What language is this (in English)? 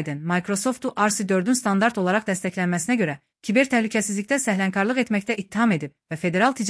Azerbaijani